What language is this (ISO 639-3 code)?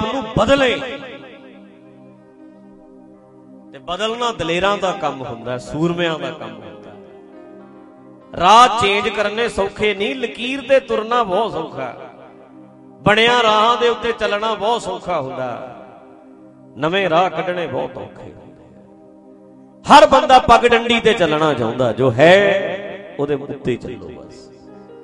pan